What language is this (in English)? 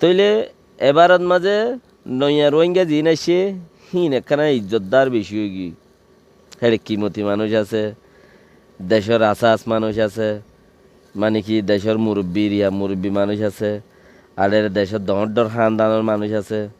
Rohingya